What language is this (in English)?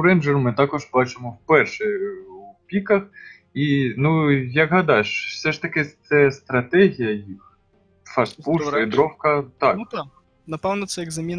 Ukrainian